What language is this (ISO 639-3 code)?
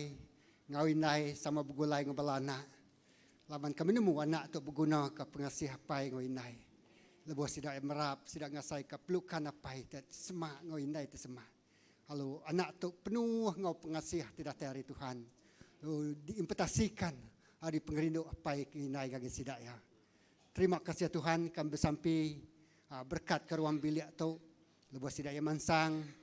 iba